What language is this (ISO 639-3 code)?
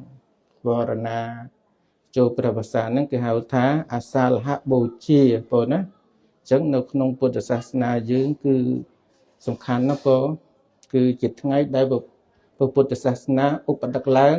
khm